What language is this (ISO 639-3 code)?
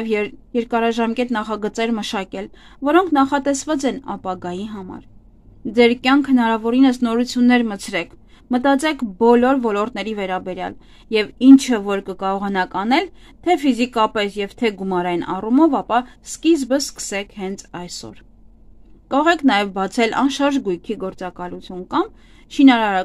hye